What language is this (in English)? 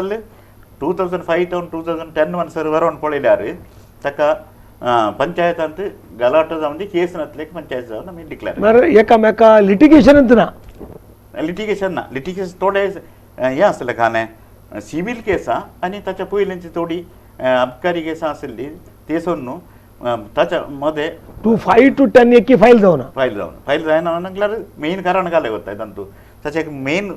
Konkani